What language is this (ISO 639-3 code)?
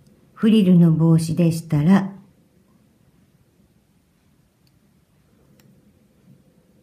jpn